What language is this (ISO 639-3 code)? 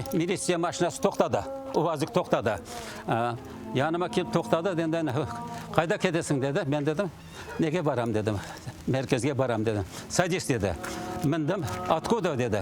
crh